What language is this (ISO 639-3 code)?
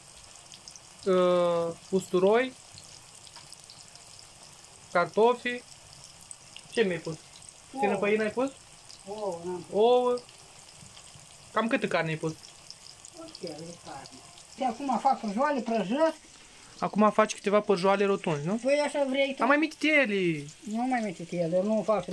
ron